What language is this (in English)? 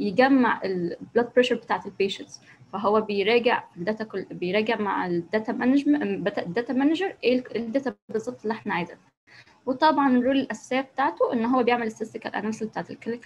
Egyptian Arabic